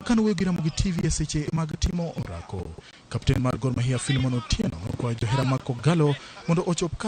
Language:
Luo (Kenya and Tanzania)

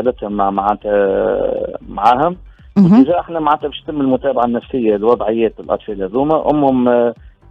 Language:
Tunisian Arabic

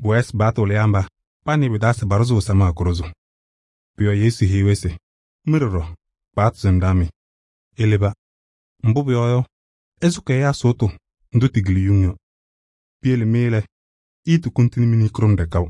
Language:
Kabiyè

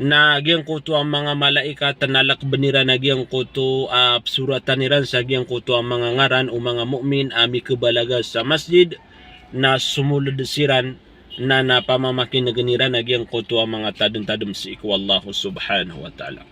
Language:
Maranao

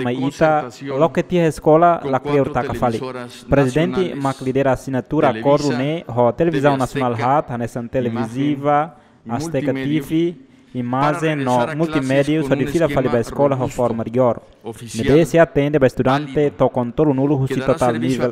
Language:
Tetum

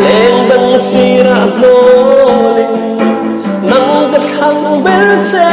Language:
Mizo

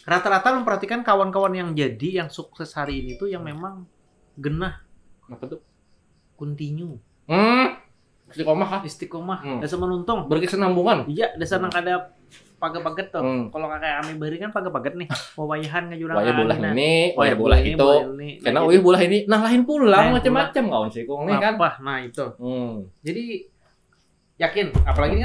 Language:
Banjar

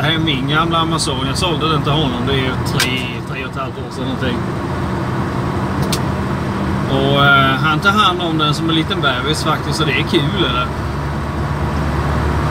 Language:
Swedish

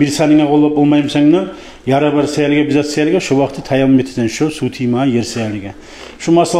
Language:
Kumyk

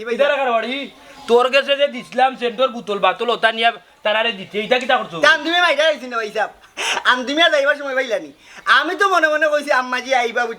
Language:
Sylheti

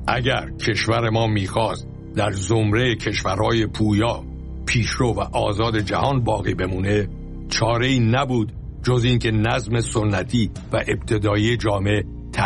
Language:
Persian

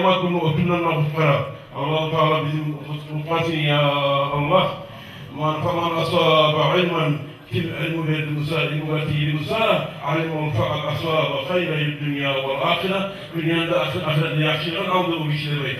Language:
Kumyk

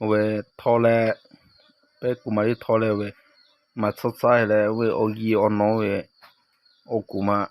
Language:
Lahu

